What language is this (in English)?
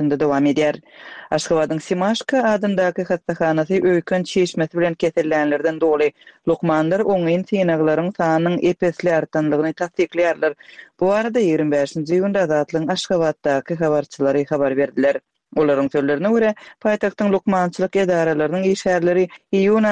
Turkmen